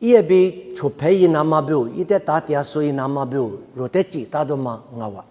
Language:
Lisu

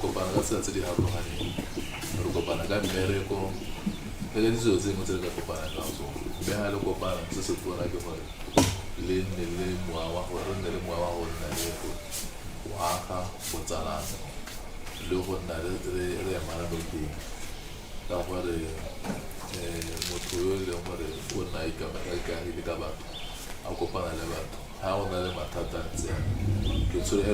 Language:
Tswana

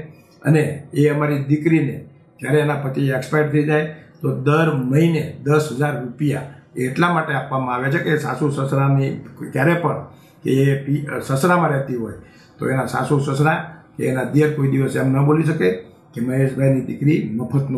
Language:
Gujarati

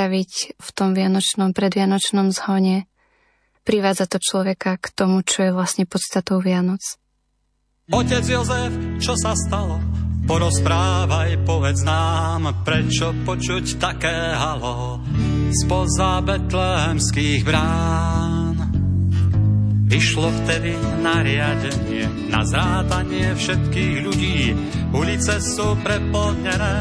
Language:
Slovak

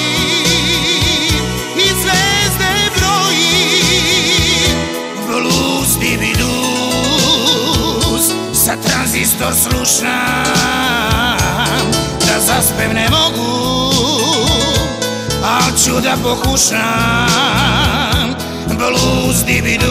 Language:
Serbian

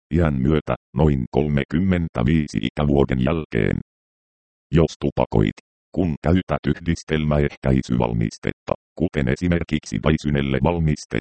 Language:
Finnish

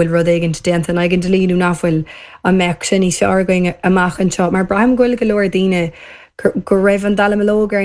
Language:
Irish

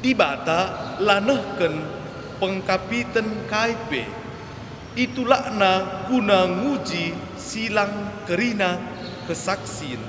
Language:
Batak Karo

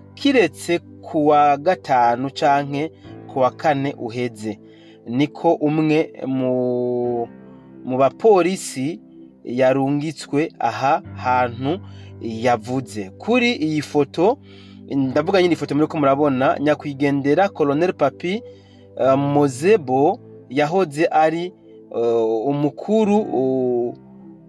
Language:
Rundi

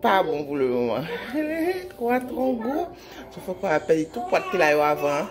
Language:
Haitian Creole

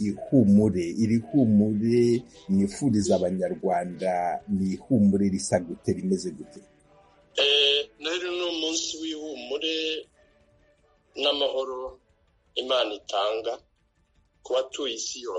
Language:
Kinyarwanda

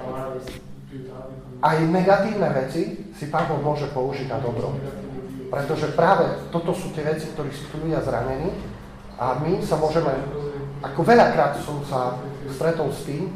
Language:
Slovak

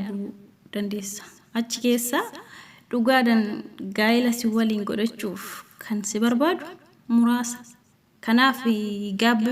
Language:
Oromo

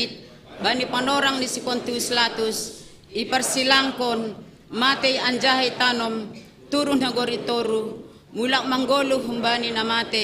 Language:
Batak Simalungun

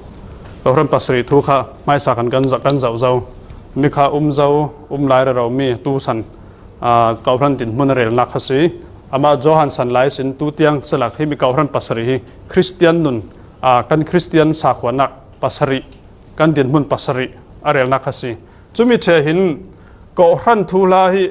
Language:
Falam Chin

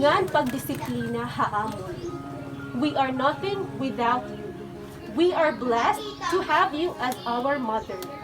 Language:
Waray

